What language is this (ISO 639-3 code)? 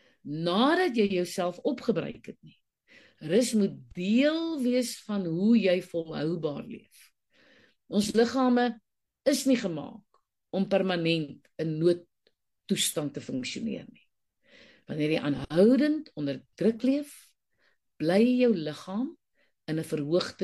afr